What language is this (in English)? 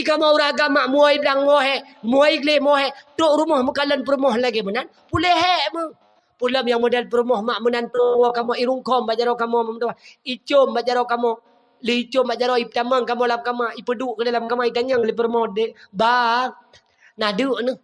Achinese